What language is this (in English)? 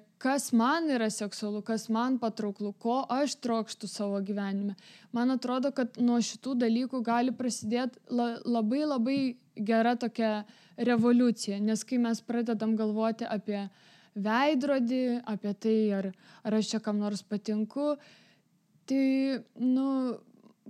Lithuanian